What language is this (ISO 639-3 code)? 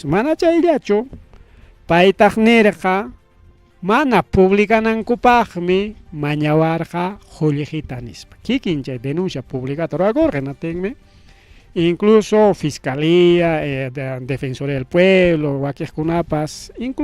quy